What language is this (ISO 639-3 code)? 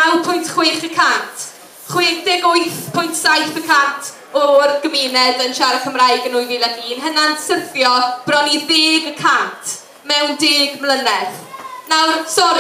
cym